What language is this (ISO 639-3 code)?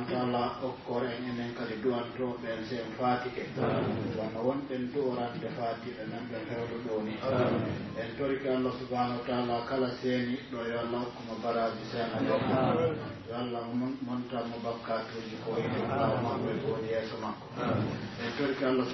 fuf